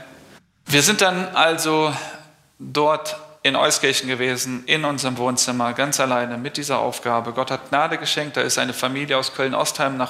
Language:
German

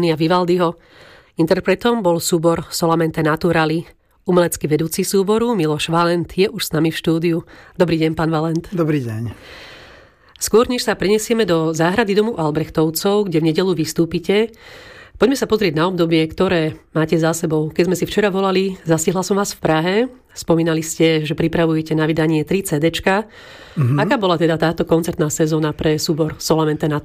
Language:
Slovak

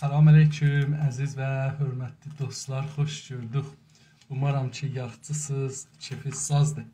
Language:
South Azerbaijani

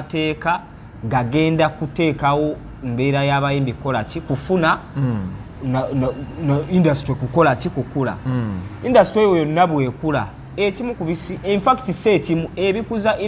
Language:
Ganda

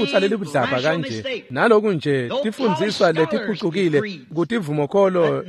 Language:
Swati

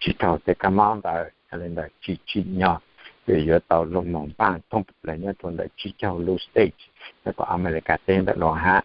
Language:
Hmong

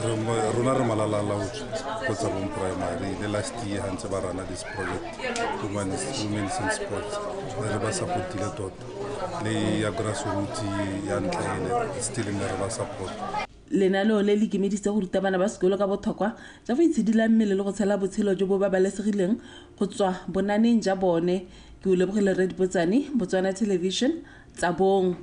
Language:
Tswana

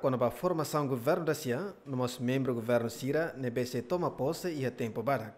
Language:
Tetum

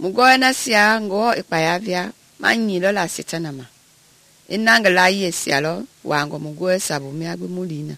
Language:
Mende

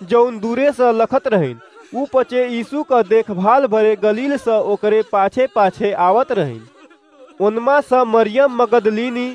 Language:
Awadhi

